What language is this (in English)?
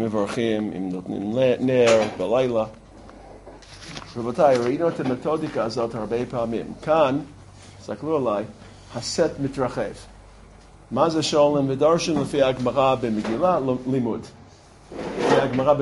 Hebrew